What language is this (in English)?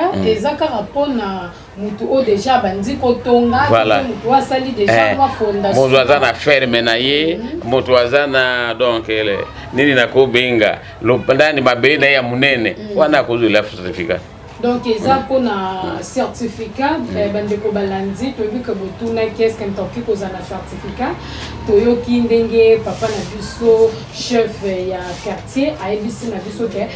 Lingala